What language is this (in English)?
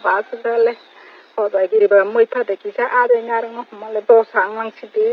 Kok Borok